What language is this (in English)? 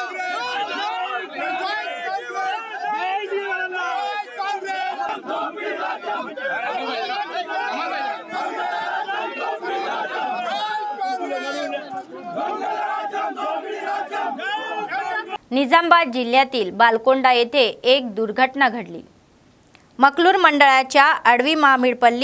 Marathi